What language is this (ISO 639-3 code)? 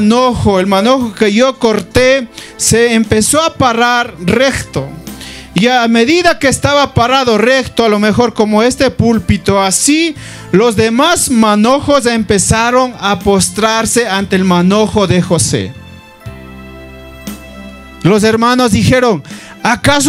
spa